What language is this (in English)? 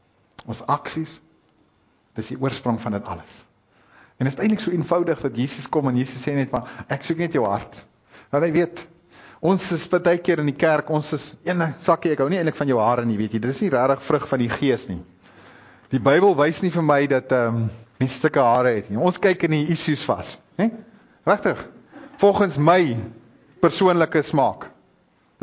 Afrikaans